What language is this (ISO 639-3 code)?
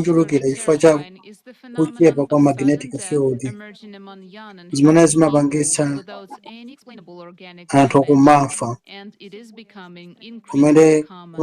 nya